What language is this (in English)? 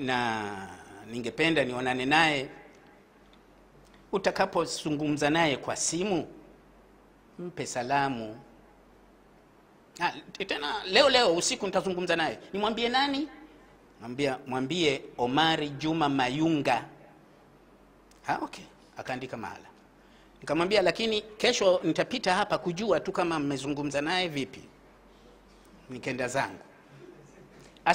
Swahili